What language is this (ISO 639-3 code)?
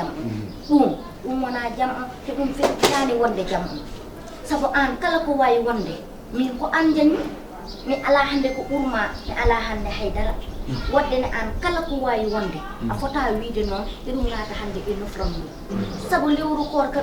ful